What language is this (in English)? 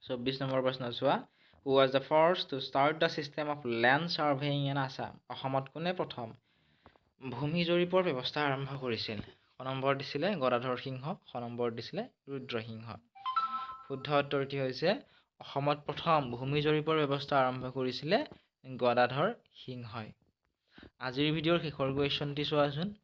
Assamese